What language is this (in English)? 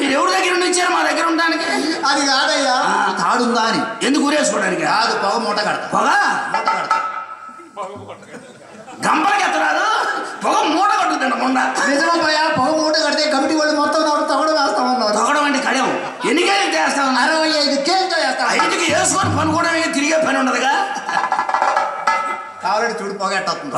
Telugu